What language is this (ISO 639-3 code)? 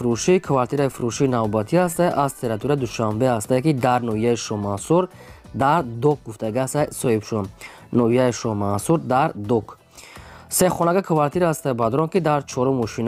tgk